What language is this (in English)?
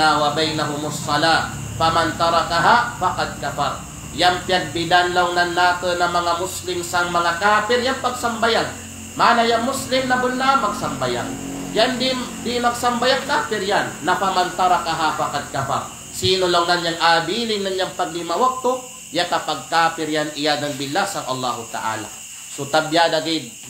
Kalagan